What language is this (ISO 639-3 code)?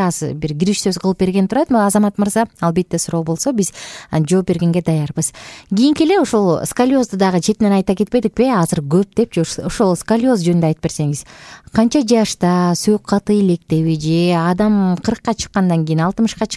kir